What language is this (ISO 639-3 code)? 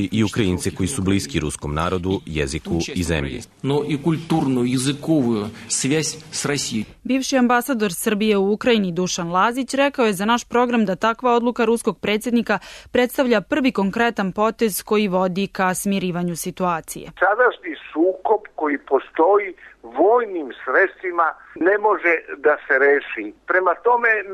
srp